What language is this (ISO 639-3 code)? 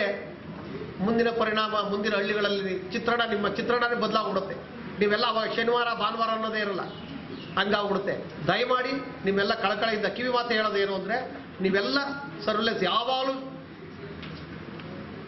kan